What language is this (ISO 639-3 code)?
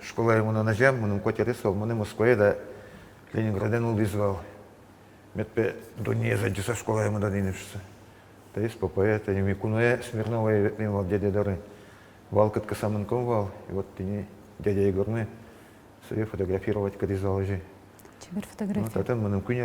udm